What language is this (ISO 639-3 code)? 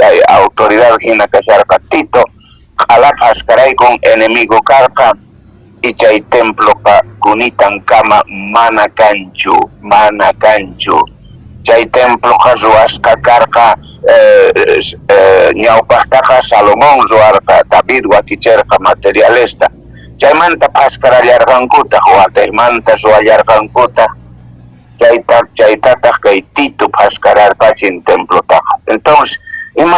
que